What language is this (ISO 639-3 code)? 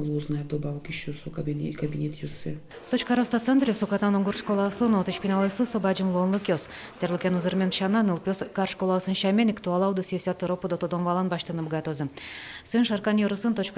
udm